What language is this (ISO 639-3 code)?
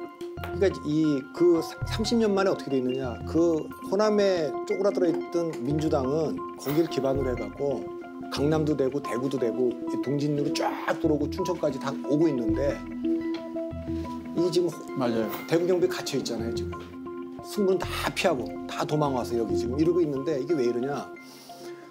kor